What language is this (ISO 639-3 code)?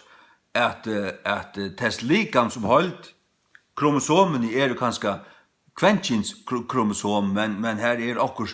fao